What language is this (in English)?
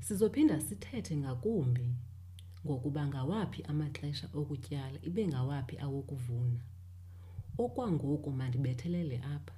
Xhosa